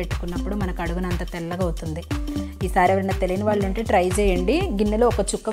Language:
Telugu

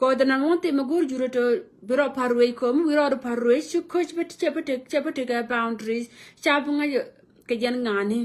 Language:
Nuer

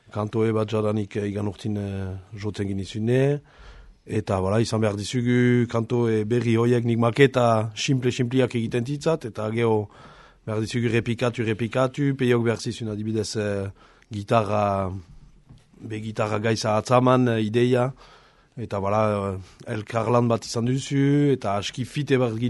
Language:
Basque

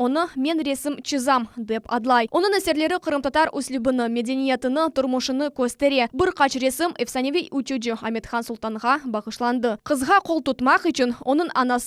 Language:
Crimean Tatar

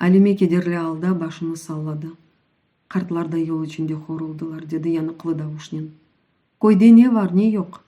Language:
Crimean Tatar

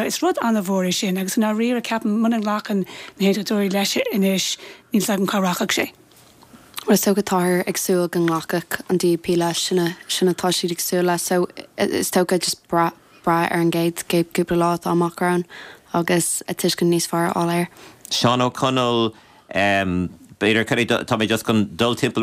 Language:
Irish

